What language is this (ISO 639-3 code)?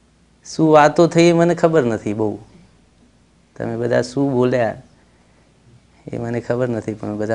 guj